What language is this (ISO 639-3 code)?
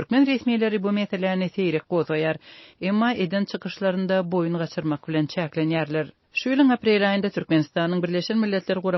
tuk